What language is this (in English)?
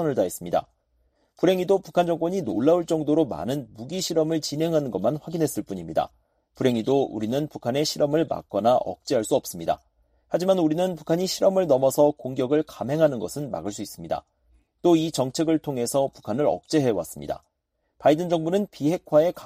Korean